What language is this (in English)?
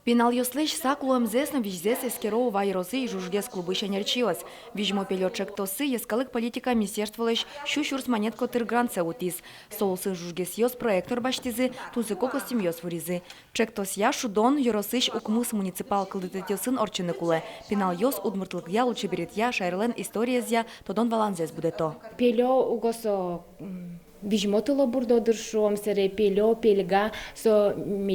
Udmurt